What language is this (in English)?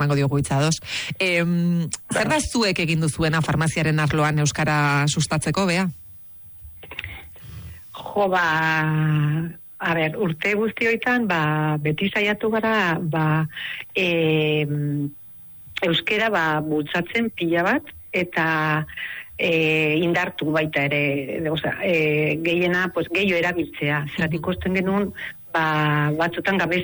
Basque